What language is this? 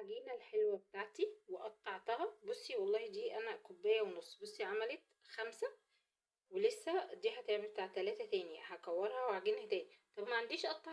Egyptian Arabic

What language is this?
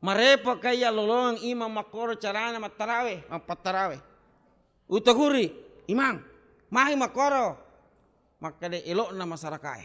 Buginese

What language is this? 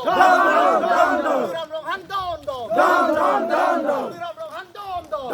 Karbi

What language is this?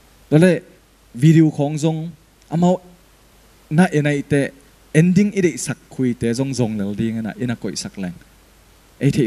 Tedim Chin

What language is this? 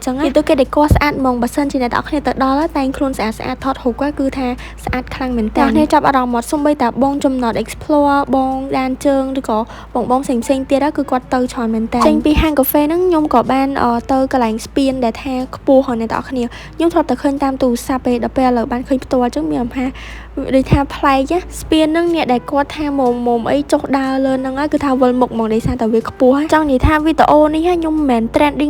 Khmer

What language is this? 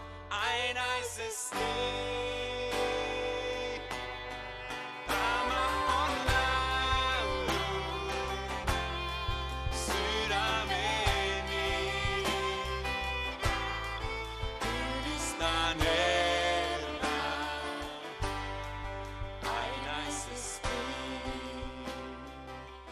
Finnish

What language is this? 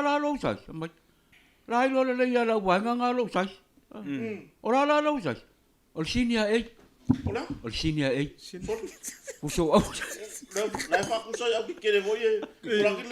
Samoan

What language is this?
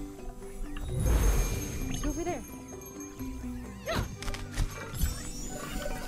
German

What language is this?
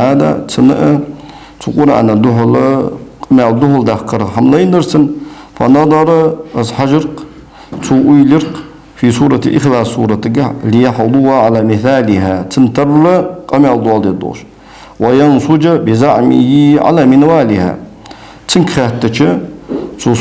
Ingush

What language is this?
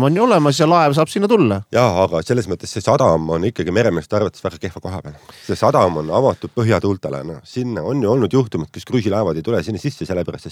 Estonian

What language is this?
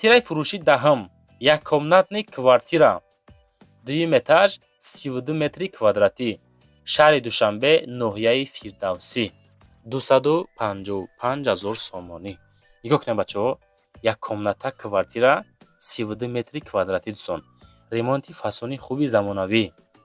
Tajik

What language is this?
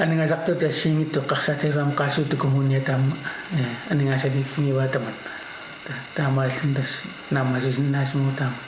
Kalaallisut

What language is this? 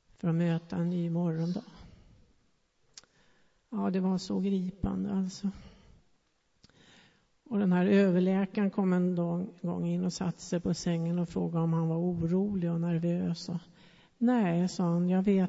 Swedish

